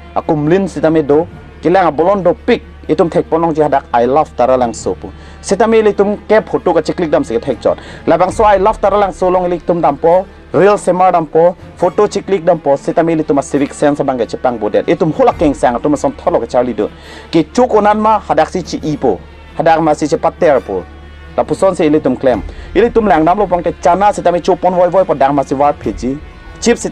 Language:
Karbi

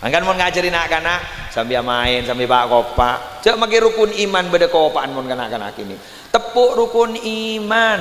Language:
Madurese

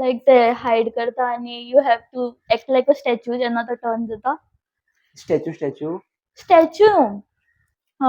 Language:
Konkani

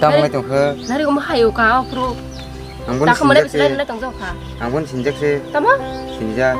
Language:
Kok Borok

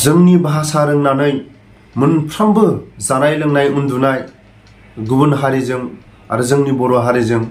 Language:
Bodo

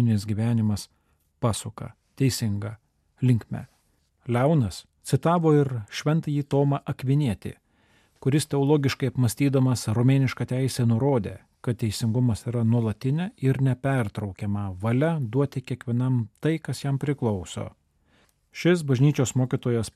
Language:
Lithuanian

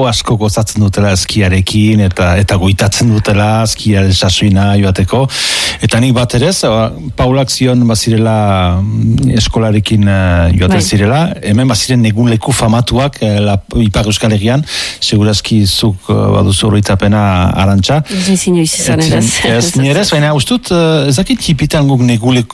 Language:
Basque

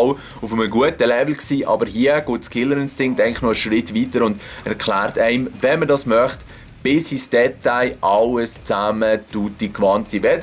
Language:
Swiss German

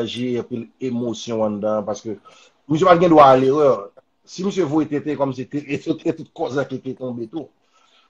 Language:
Haitian Creole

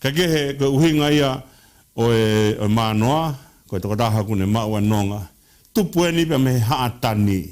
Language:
Tongan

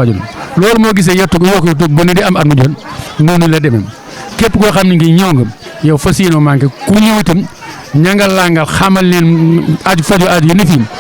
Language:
Wolof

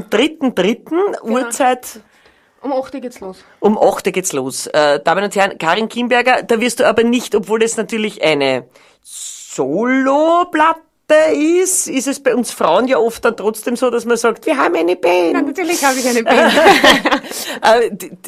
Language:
Bavarian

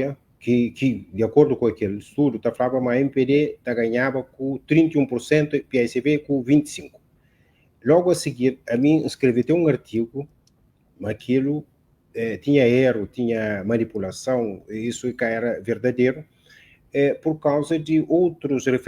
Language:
Kabuverdianu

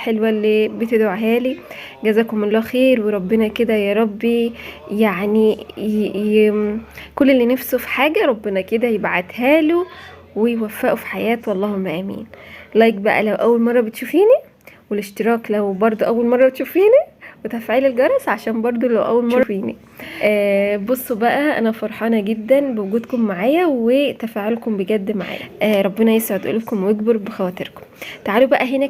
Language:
Egyptian Arabic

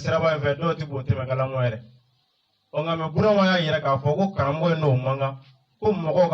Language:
Bambara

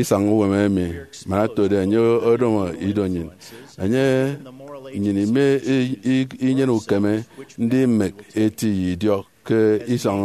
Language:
Efik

